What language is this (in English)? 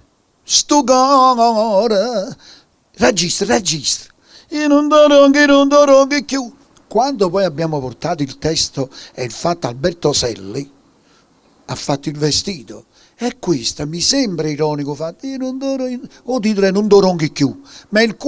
Neapolitan